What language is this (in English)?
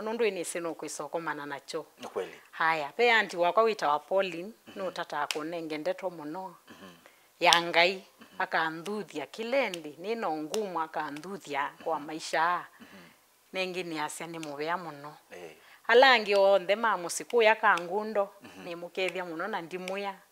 Kamba